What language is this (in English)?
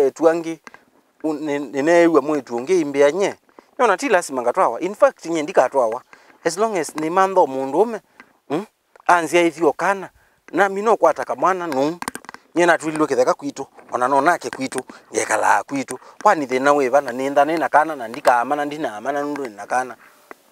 Kamba